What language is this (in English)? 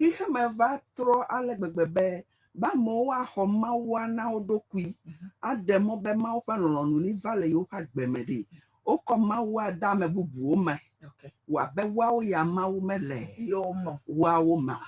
Ewe